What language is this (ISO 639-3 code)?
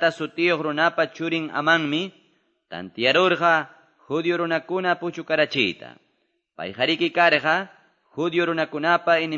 que